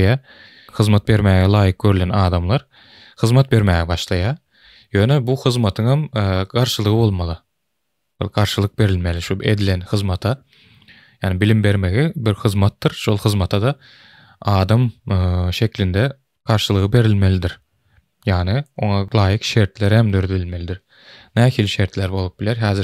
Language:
Turkmen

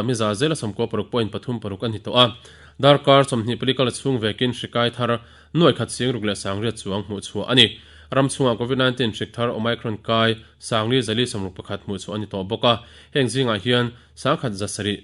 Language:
Mizo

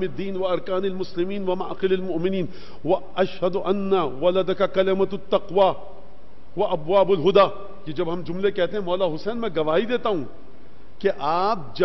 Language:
Urdu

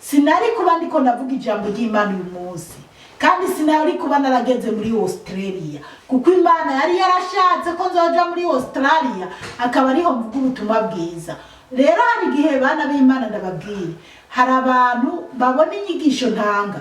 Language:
Rundi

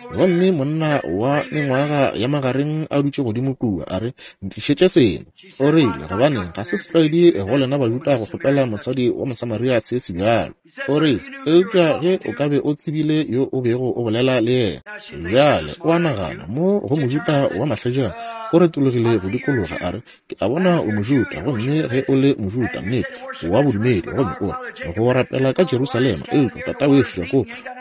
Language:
Northern Sotho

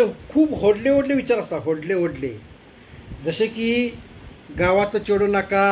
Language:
Konkani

